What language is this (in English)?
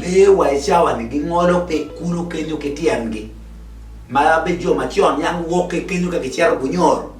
Acoli